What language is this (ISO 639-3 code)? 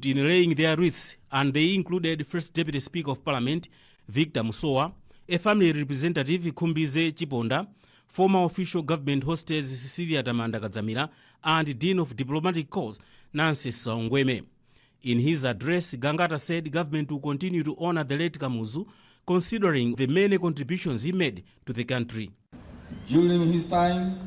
eng